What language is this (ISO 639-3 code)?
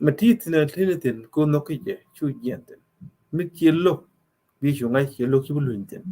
nus